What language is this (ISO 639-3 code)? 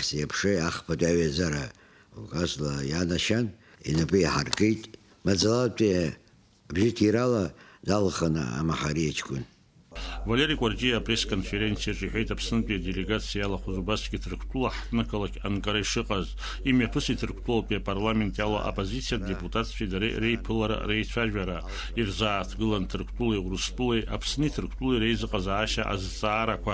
abk